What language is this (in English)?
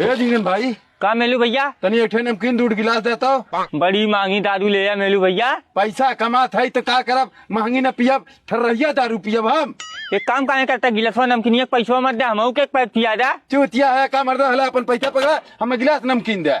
Awadhi